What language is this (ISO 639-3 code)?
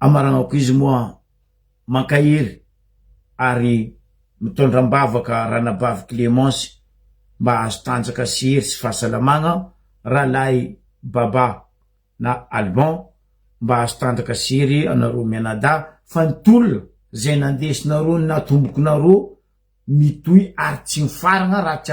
mlg